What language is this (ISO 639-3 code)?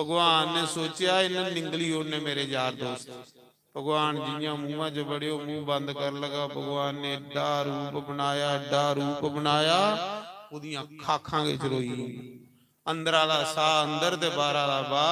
doi